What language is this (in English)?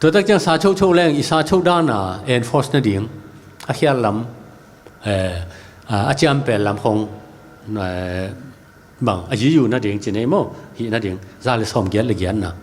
Tedim Chin